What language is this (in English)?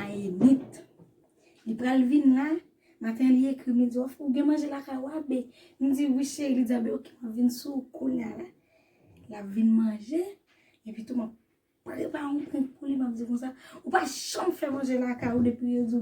Haitian Creole